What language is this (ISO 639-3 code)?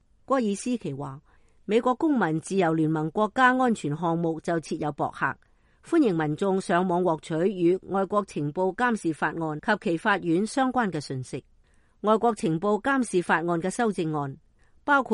yue